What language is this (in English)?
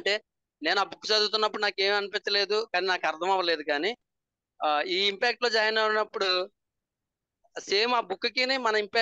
Telugu